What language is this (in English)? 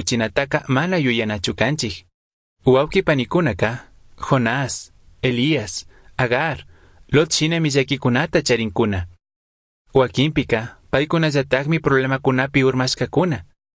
Chimborazo Highland Quichua